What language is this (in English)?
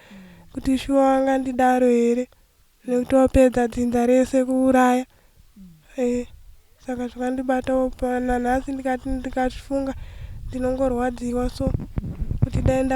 Shona